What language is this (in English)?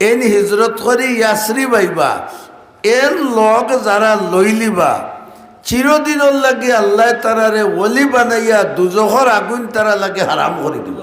Sylheti